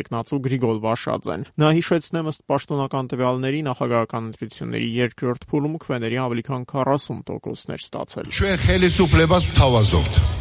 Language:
Armenian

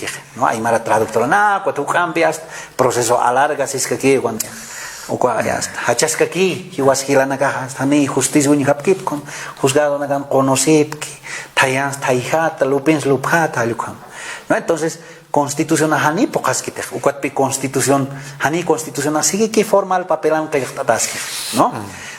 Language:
Aymara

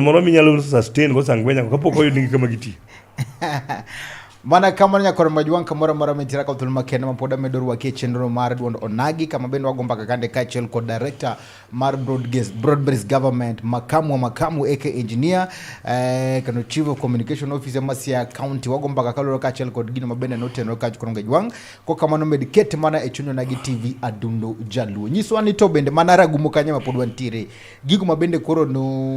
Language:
Luo (Kenya and Tanzania)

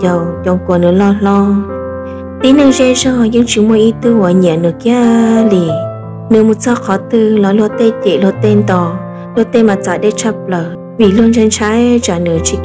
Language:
Hmong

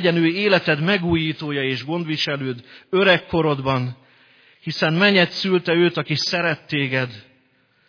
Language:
Hungarian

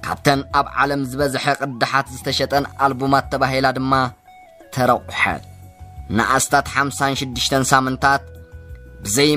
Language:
Tigrinya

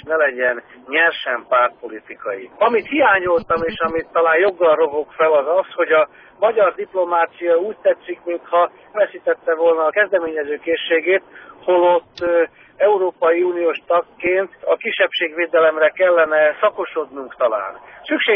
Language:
Hungarian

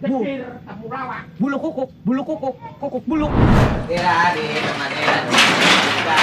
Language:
Betawi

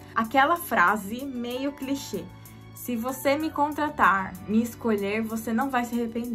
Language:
Portuguese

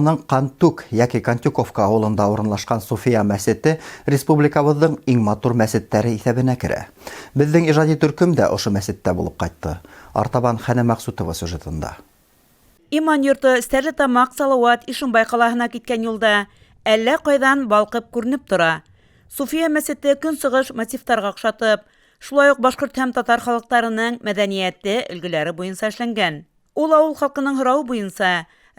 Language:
Bashkir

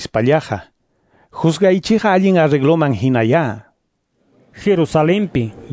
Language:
Quechua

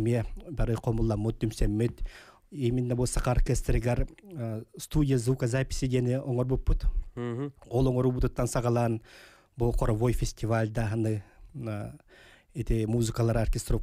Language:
Yakut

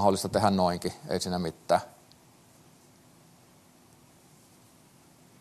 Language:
Finnish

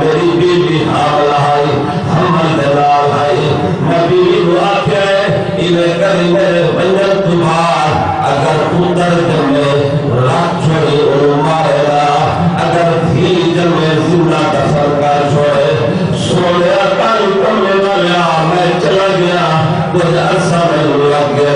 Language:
Saraiki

